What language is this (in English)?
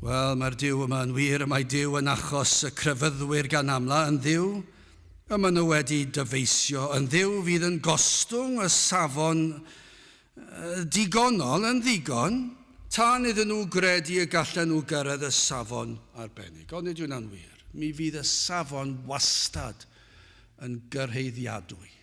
Welsh